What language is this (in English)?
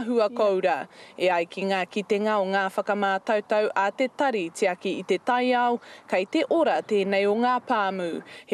Māori